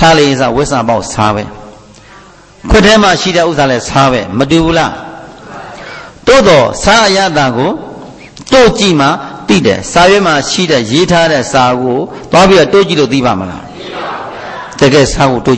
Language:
Burmese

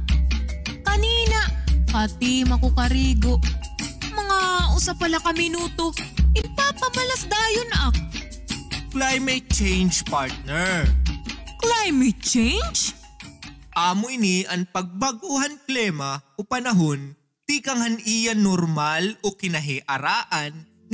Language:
Waray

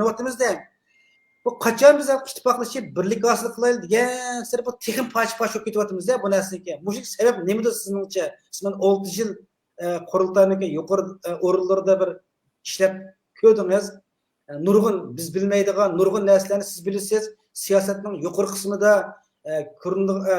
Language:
Uyghur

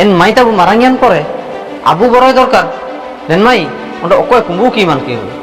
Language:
Ho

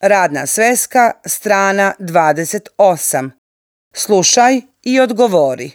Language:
Serbian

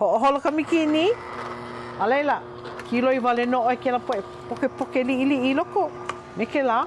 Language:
Hawaiian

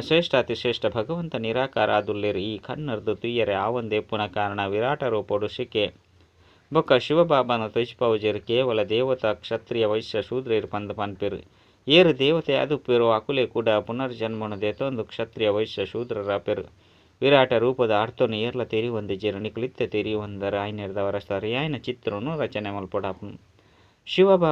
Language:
Tulu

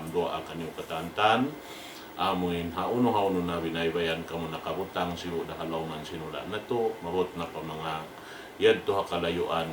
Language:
Tausug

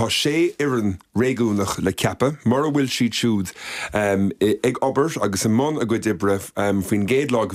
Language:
Irish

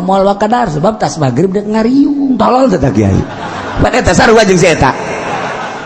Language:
Sundanese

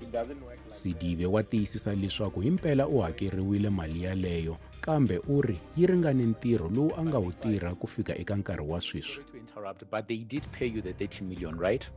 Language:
Tsonga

